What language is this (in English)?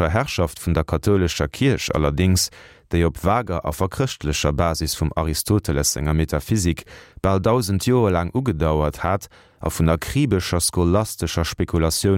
Luxembourgish